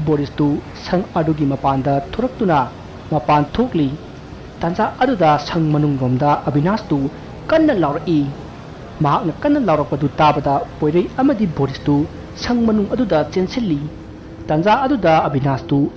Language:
Manipuri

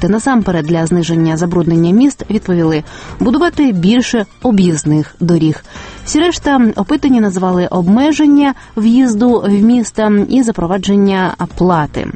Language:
Ukrainian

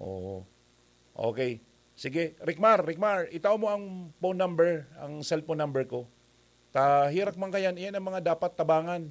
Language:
Bikol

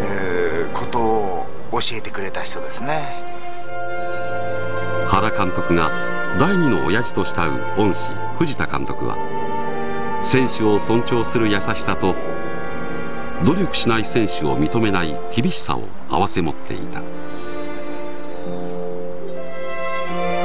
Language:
Japanese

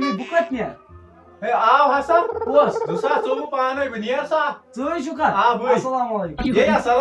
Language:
Kashmiri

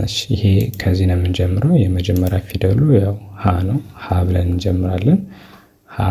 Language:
Amharic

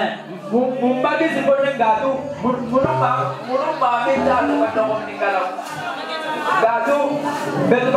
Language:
Lingala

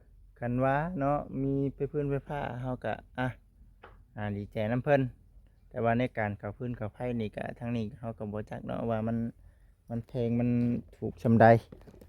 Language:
Lao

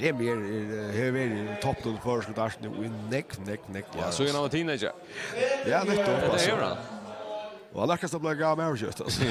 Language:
Faroese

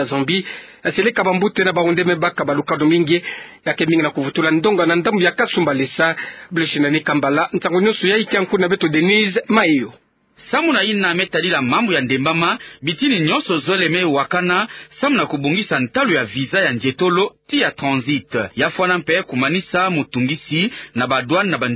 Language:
Kituba (Democratic Republic of Congo)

